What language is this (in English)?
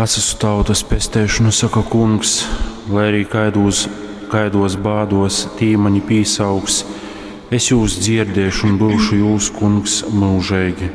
Latgalian